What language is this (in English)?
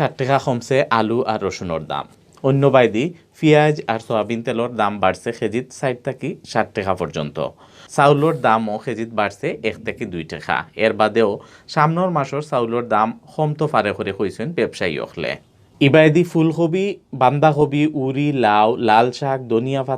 Sylheti